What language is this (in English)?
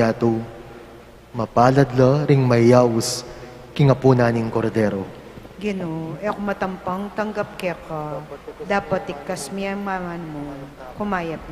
Pampanga